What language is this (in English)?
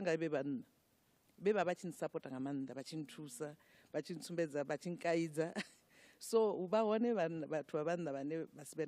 Venda